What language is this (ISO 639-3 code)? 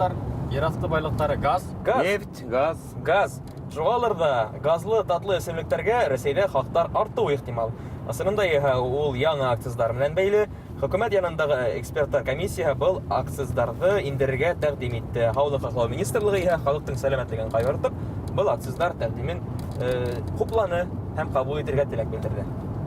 bak